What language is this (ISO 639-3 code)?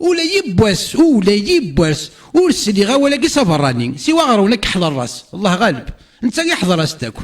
kab